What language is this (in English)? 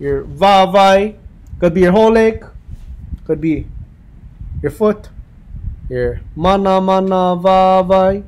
Hawaiian